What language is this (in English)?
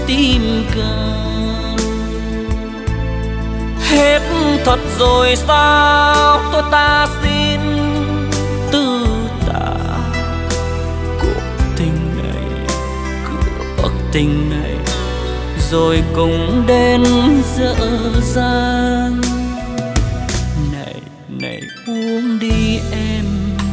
Vietnamese